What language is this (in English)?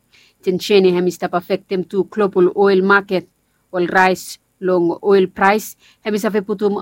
Bislama